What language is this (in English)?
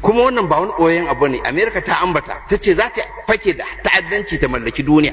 Hausa